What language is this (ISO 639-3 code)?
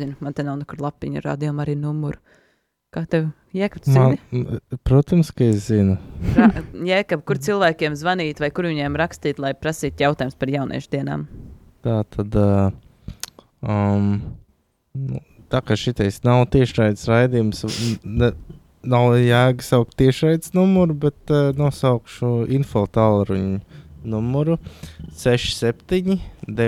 lav